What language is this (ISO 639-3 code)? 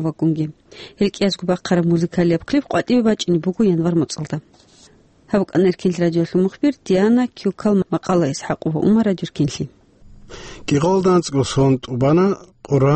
ava